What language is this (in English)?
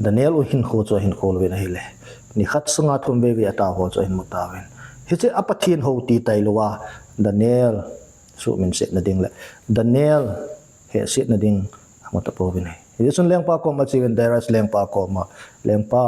Thado Chin